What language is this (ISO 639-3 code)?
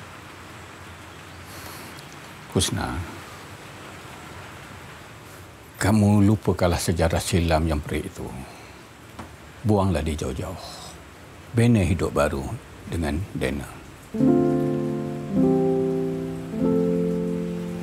msa